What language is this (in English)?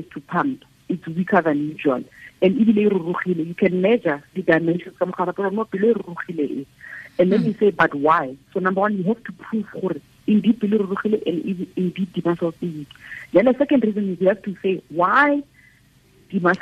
Tswana